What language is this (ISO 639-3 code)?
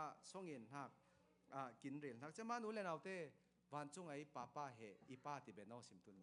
cfm